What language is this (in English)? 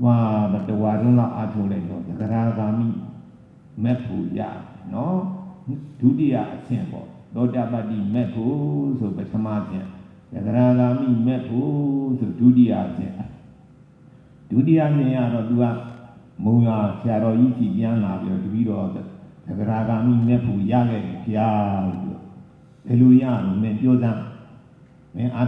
Burmese